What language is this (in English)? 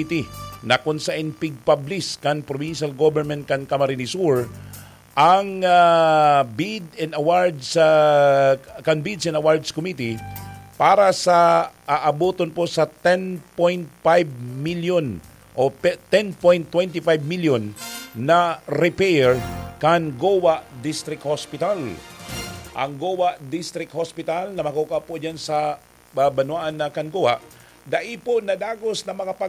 Bikol